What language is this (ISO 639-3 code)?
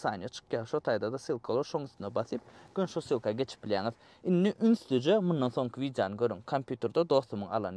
tuk